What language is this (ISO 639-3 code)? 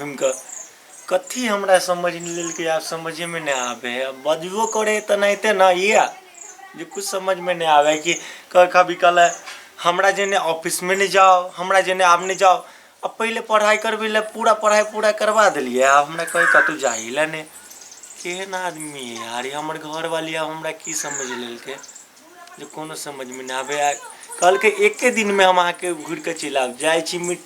mai